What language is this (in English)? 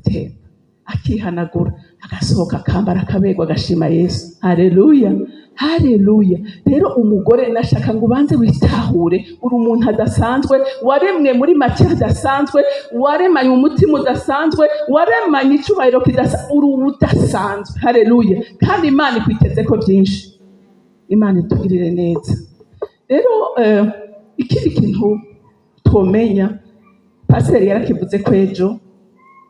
Rundi